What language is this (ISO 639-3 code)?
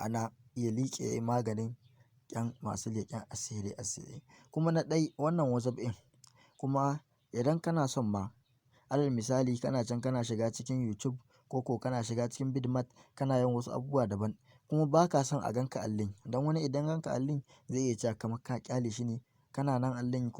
hau